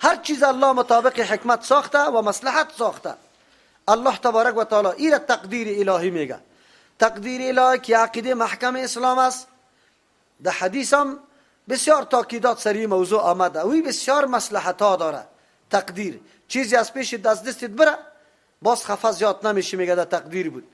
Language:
Persian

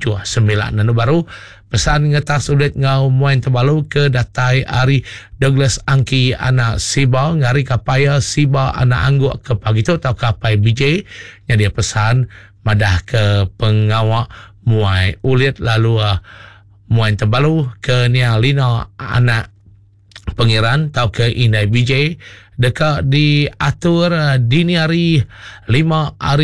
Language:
Iban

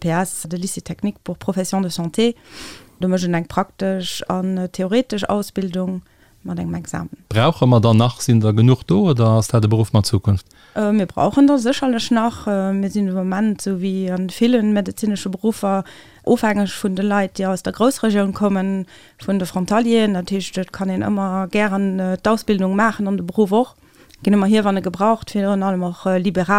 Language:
Luxembourgish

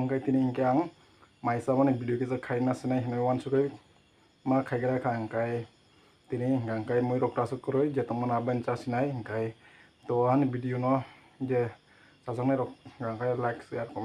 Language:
Kok Borok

